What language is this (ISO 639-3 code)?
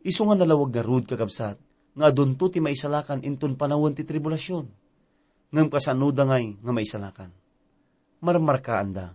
ilo